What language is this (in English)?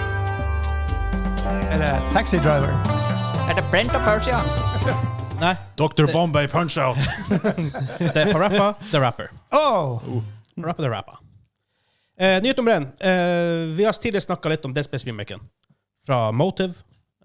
Norwegian